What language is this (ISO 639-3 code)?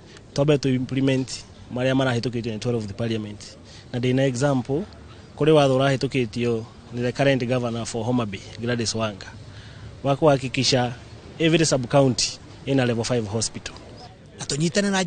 kik